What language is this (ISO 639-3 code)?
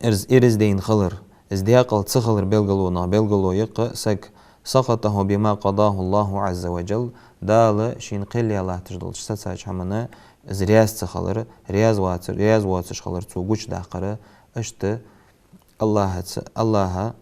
inh